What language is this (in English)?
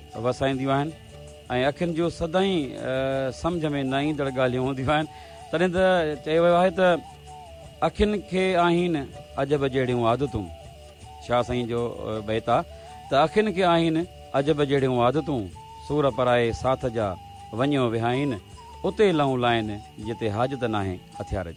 Sindhi